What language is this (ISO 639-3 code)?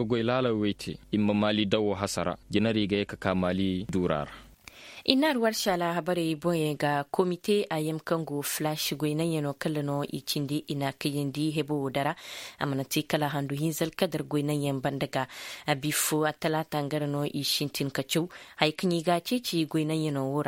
ses